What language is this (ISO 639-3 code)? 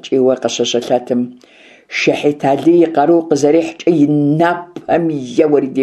kbd